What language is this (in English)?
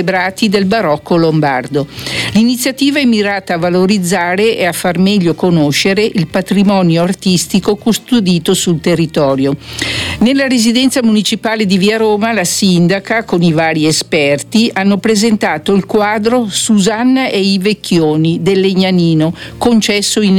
Italian